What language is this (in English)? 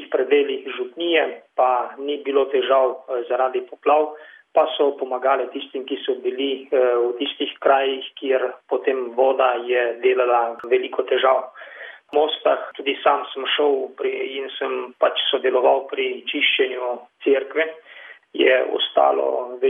Slovenian